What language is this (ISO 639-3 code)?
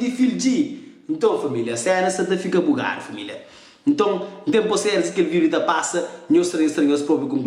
kea